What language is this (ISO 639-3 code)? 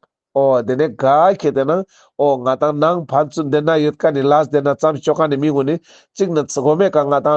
lbj